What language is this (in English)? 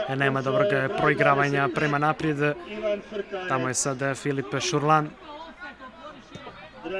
Croatian